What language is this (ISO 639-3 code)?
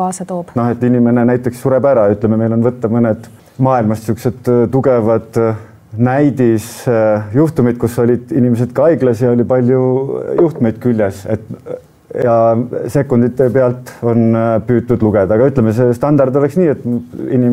est